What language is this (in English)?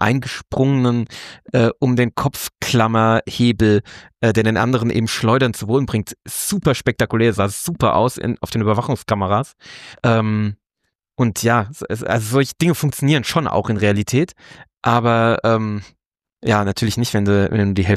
German